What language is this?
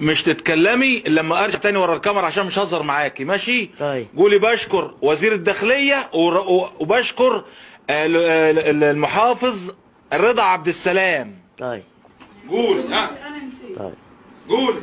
Egyptian Arabic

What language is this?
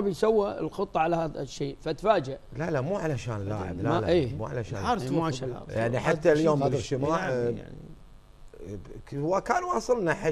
Gulf Arabic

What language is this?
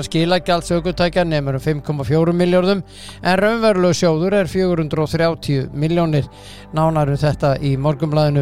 Icelandic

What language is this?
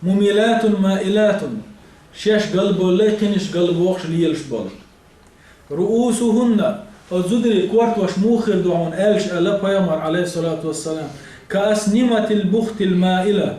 Chechen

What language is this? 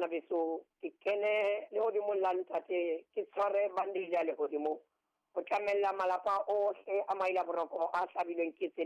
Southern Sotho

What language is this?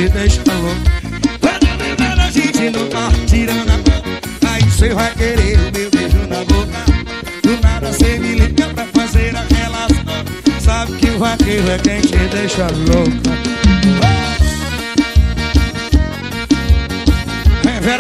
Portuguese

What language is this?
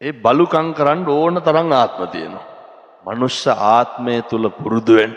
Sinhala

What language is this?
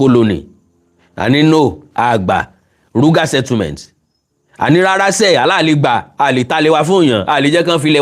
Yoruba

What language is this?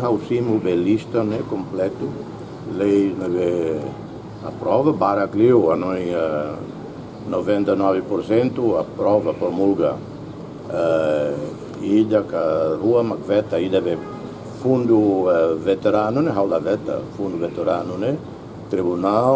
Tetum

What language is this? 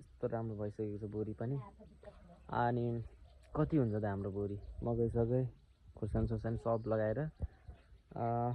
Nepali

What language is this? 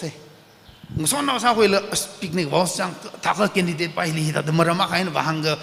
Tangkhul Naga (India)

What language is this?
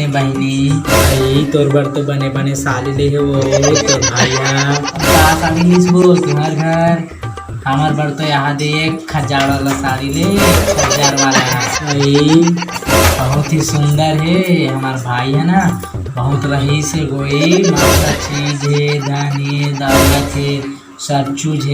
Chhattisgarhi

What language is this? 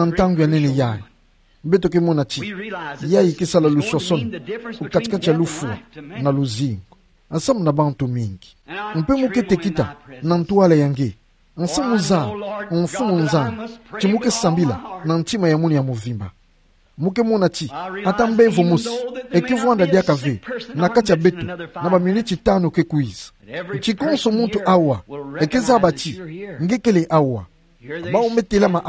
Kituba (Democratic Republic of Congo)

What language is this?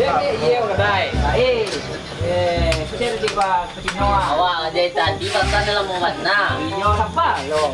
Minangkabau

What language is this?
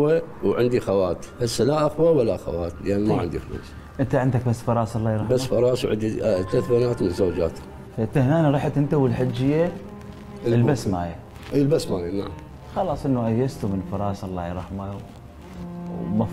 Mesopotamian Arabic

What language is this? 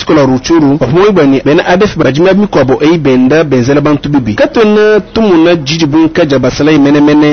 Luba-Lulua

